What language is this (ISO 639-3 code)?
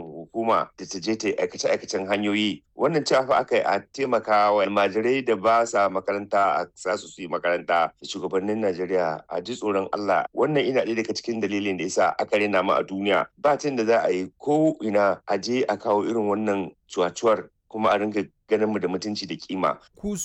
hau